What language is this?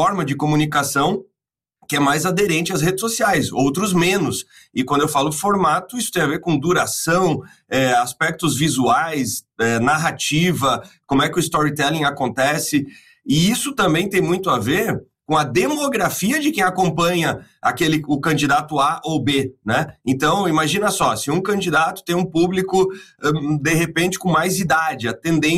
Portuguese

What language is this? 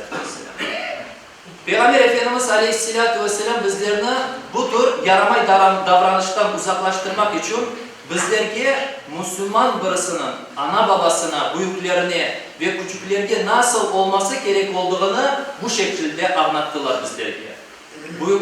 Crimean Tatar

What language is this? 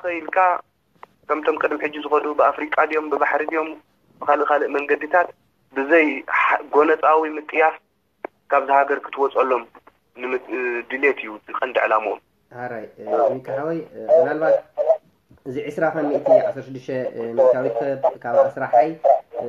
Tigrinya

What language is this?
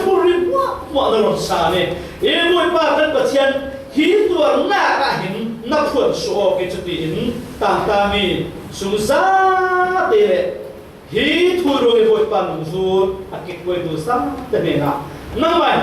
Falam Chin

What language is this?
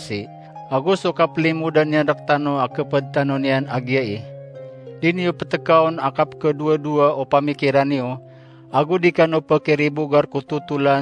Maranao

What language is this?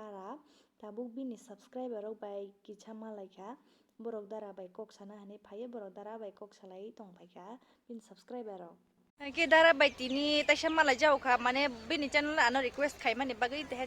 Kok Borok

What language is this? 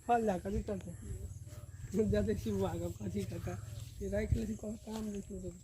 Maithili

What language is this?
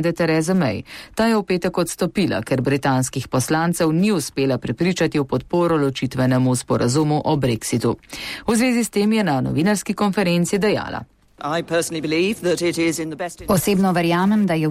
Slovenian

